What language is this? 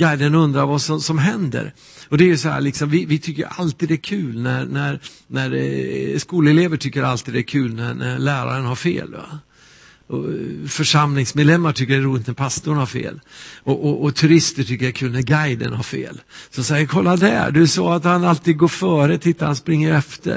Swedish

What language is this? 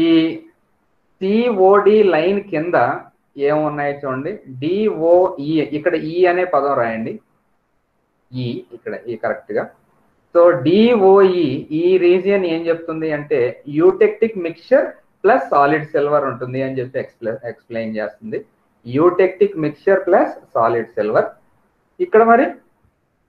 Telugu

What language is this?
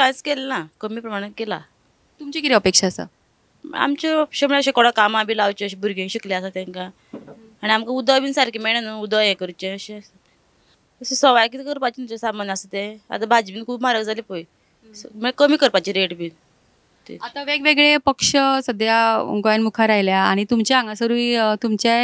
Konkani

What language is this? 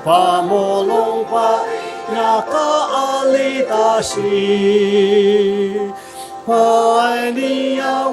Ao Naga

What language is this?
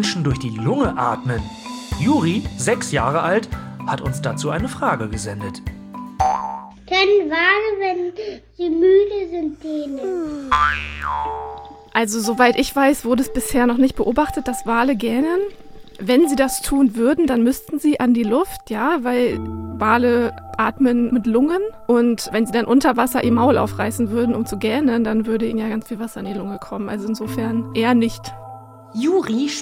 German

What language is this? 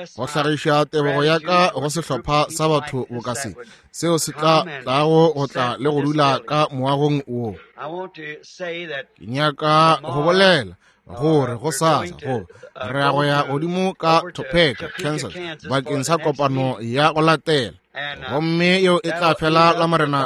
Northern Sotho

